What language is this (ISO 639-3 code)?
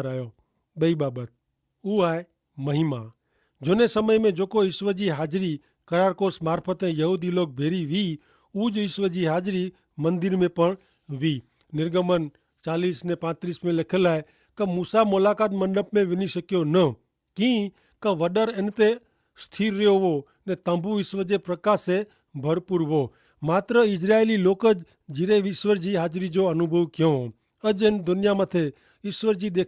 kfr